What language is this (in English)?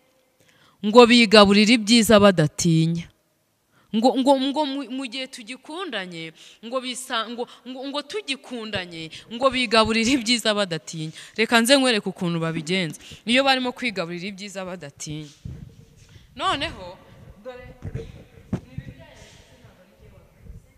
Kinyarwanda